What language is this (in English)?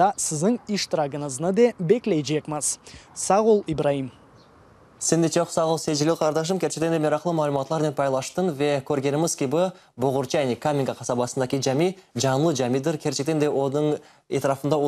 Crimean Tatar